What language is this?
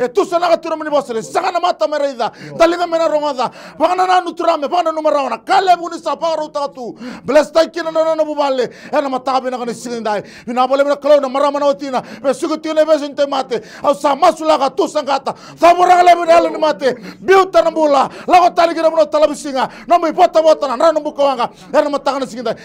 Fijian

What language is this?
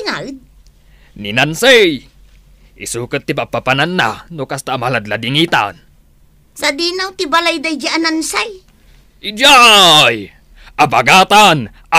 Iloko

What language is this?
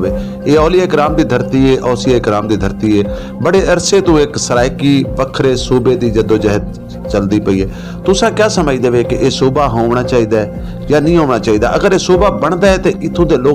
Saraiki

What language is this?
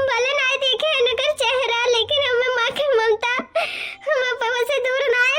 Awadhi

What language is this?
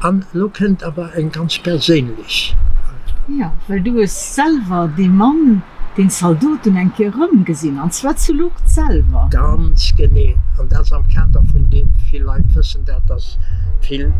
Luxembourgish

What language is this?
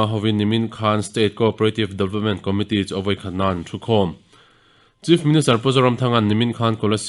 Mizo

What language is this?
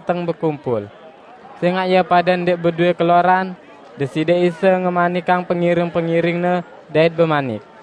Sasak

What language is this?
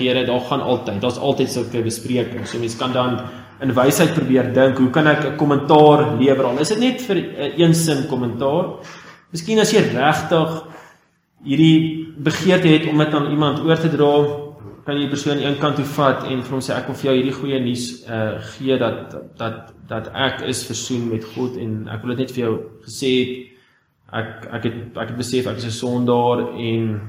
Afrikaans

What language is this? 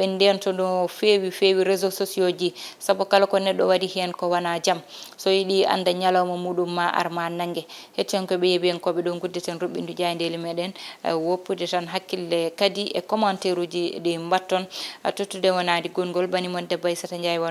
Fula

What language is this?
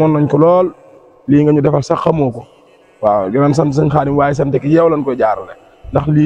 Wolof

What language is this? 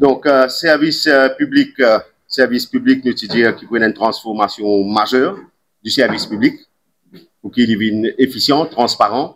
Morisyen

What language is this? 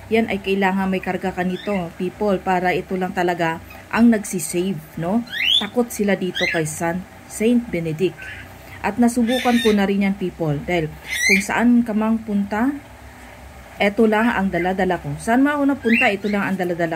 Filipino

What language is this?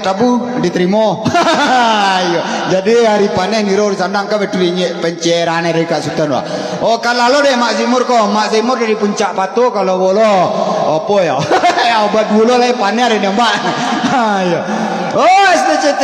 Minangkabau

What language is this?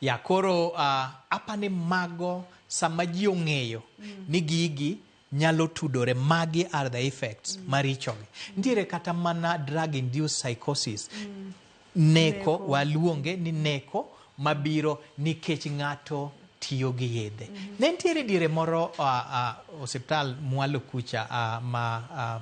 Luo (Kenya and Tanzania)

